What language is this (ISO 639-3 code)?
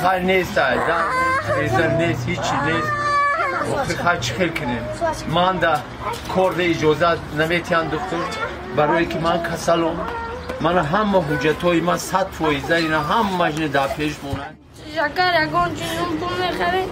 tgk